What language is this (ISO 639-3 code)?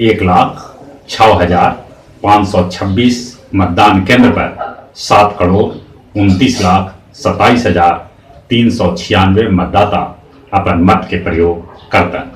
mag